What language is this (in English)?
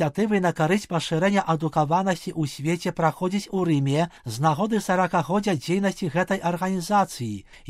Belarusian